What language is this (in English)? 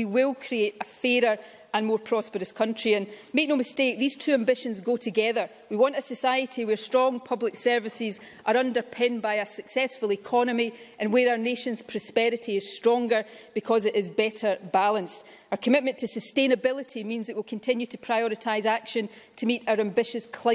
English